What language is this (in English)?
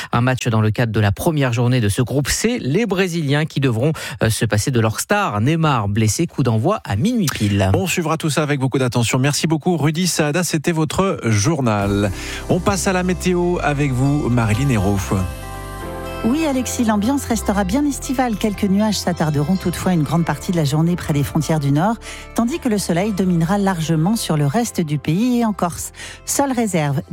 French